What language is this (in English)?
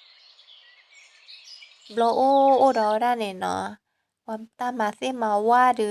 S'gaw Karen